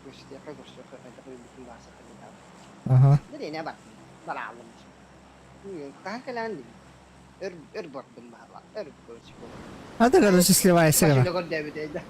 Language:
Yakut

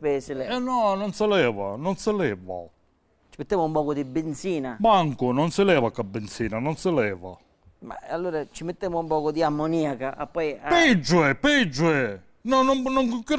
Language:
Sicilian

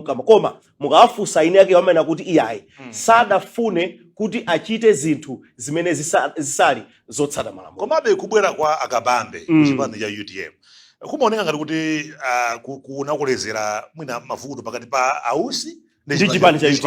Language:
Nyanja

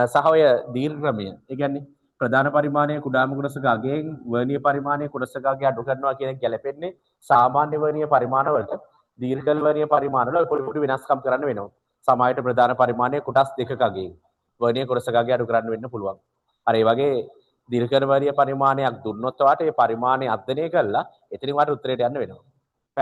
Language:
Sinhala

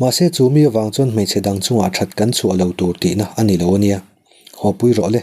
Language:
Mizo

